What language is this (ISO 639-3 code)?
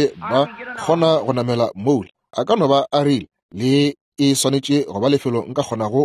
nso